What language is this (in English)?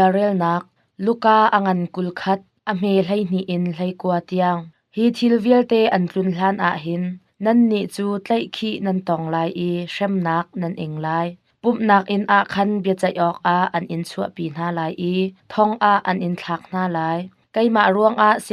Hakha Chin